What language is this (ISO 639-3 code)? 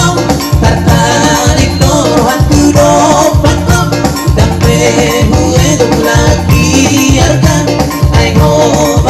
bbc